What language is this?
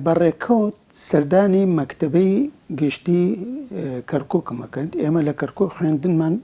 Central Kurdish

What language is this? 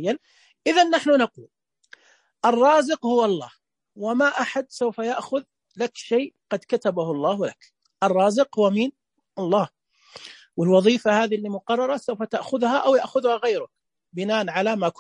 Najdi Arabic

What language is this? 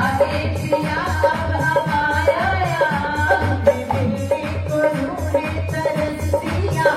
Hindi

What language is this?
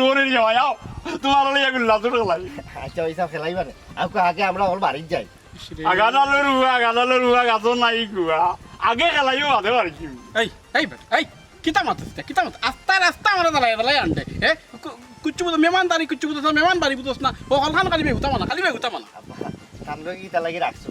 Sylheti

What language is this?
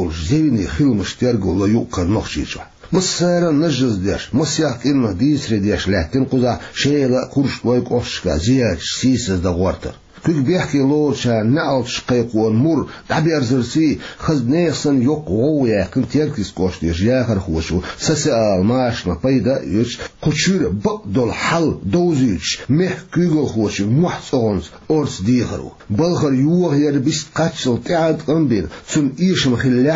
Chechen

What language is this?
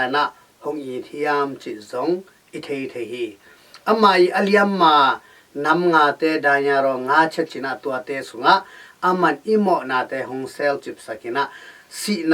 Tedim Chin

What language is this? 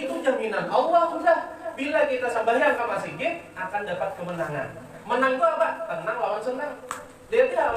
Banjar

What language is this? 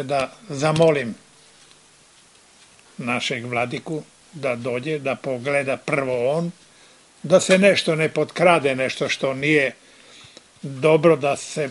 Serbian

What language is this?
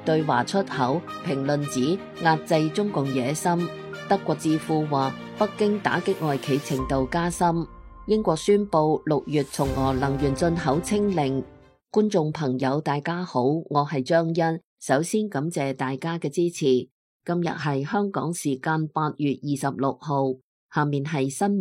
Cantonese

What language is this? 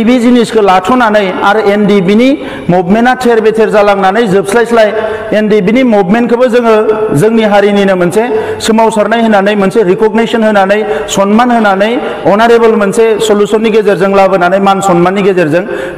Bodo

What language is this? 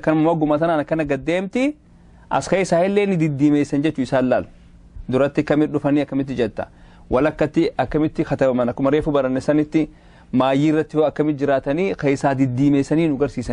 Oromo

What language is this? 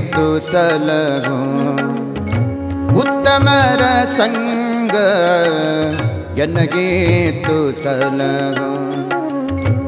Kannada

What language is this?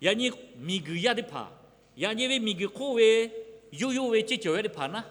Lahu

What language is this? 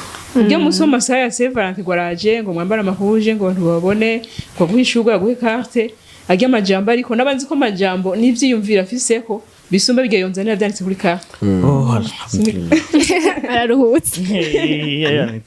Rundi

